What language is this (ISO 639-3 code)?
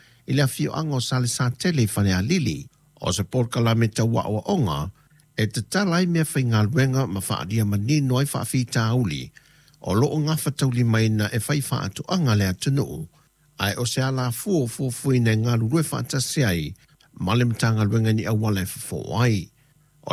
smo